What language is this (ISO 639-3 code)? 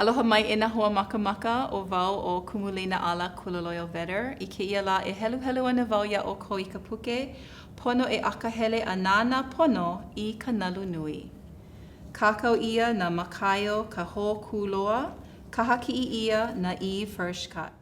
haw